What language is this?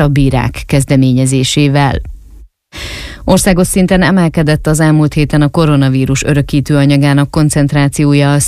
Hungarian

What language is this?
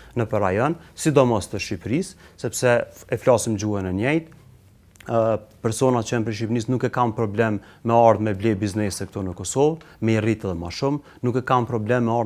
Albanian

